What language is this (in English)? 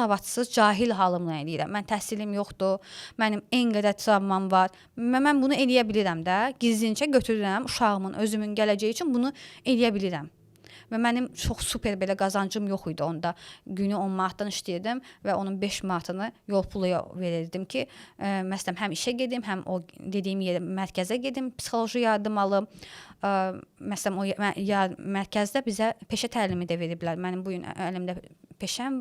Azerbaijani